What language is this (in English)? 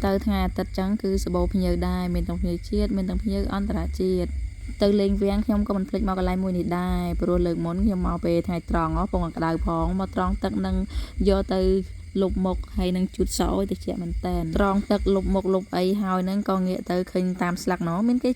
Khmer